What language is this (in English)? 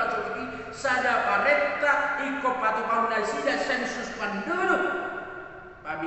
Batak Toba